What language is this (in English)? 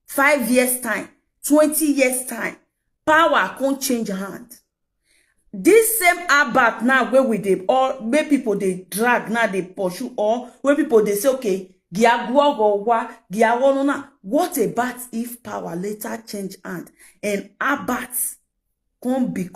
Nigerian Pidgin